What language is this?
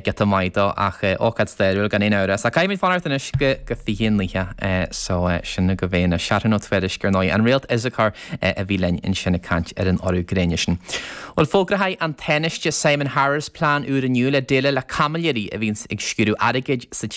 Irish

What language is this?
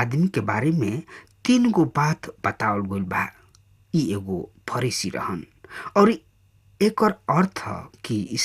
Bhojpuri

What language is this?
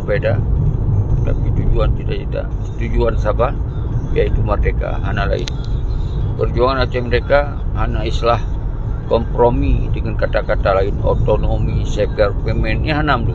Achinese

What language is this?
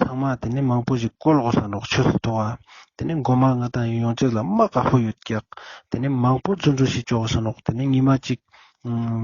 Ladakhi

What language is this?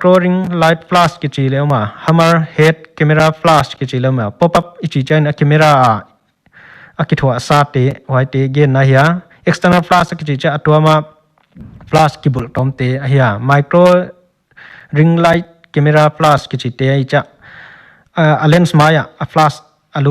Paite Chin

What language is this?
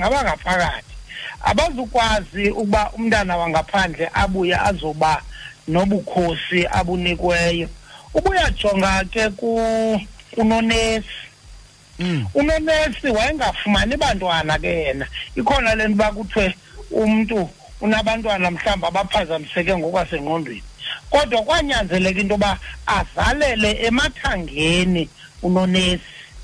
Xhosa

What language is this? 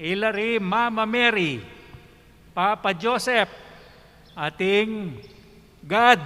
Pampanga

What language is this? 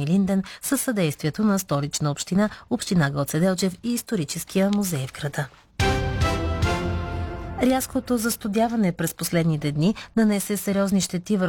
Bulgarian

